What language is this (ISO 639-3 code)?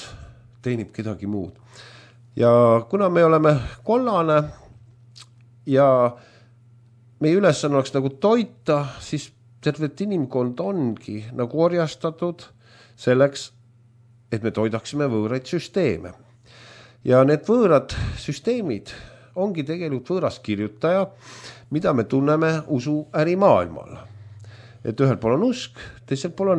est